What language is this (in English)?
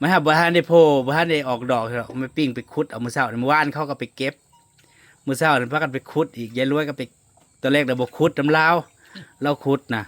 Northeastern Thai